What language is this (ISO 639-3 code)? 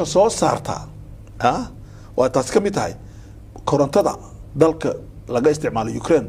som